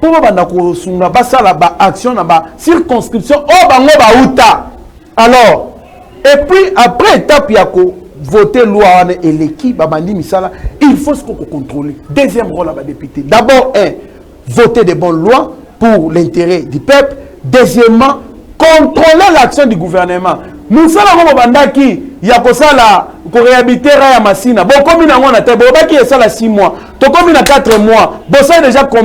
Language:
Lingala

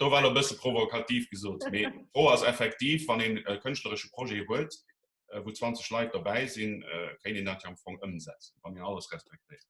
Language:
Luxembourgish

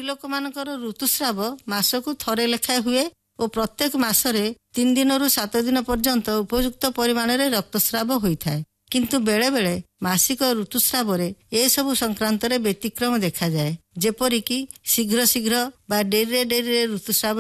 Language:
Odia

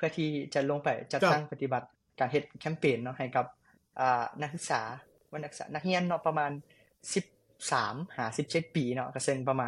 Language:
Lao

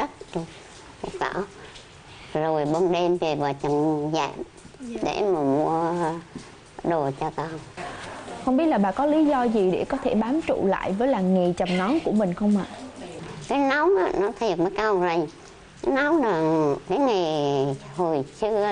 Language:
Vietnamese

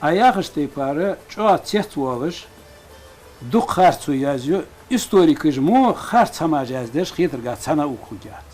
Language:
Ingush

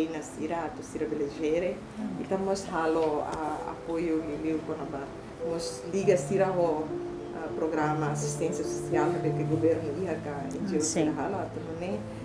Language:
Tetum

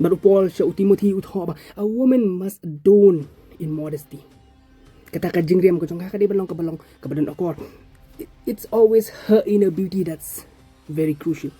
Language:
Khasi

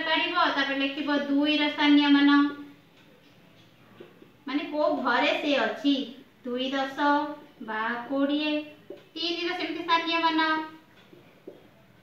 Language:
Odia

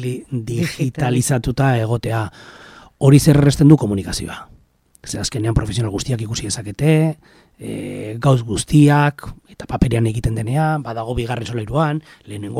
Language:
Basque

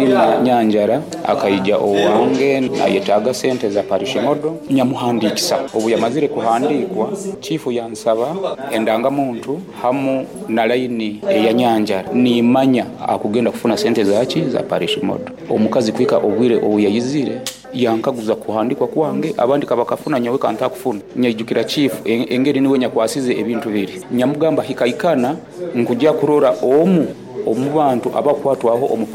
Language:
Nyoro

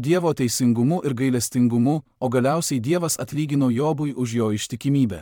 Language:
Lithuanian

